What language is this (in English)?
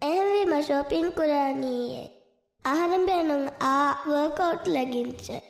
Divehi